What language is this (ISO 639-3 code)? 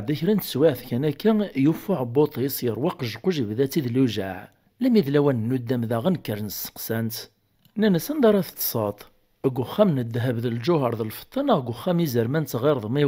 kab